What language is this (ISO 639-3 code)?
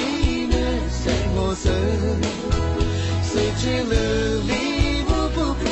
zho